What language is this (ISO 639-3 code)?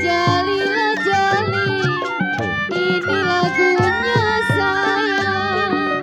bew